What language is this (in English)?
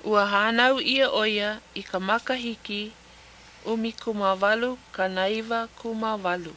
Hawaiian